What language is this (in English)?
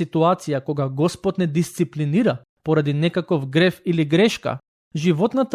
Macedonian